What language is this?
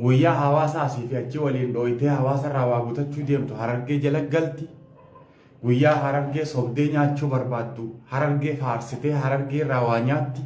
Oromo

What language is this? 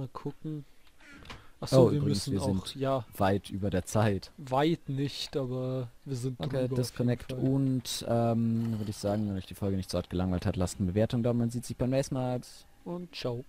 German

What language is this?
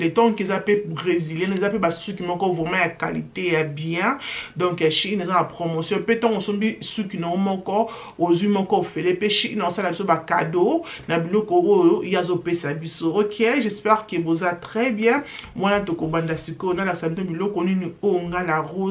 Lingala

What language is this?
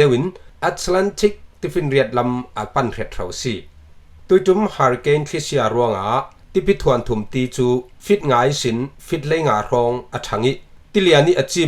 Falam Chin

